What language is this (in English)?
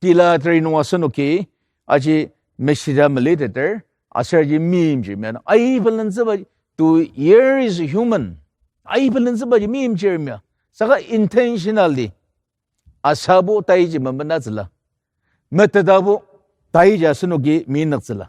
Ao Naga